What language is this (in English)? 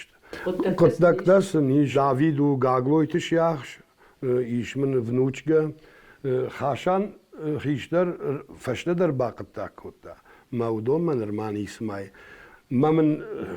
Ossetic